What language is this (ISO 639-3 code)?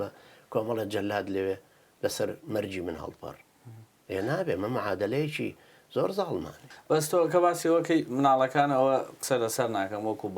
ckb